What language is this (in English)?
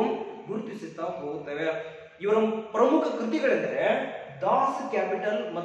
Kannada